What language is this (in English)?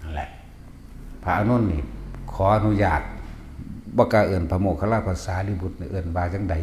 Northeastern Thai